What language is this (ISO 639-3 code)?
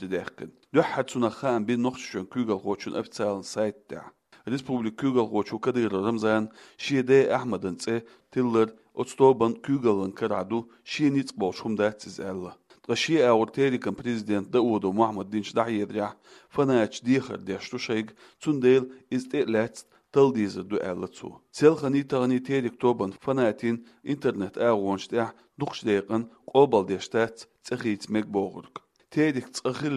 che